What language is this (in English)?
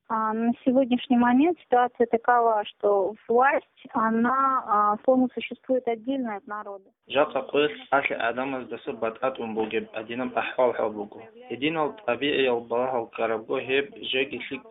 Avaric